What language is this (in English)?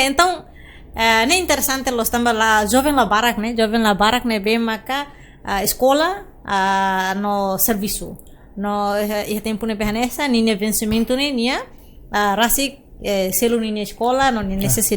Tetum